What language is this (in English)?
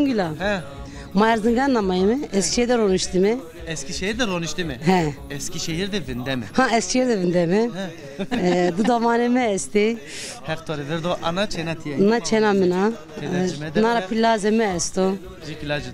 Zaza